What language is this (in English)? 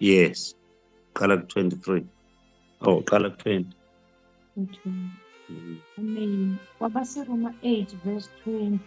Zulu